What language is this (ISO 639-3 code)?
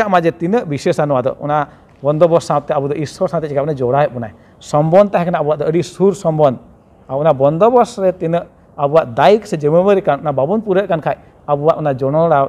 sat